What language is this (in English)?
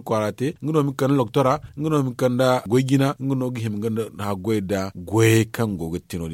Zarma